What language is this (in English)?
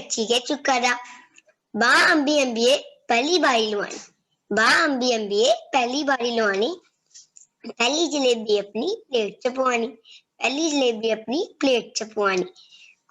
Dogri